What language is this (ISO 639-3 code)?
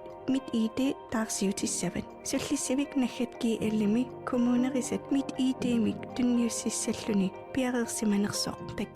kal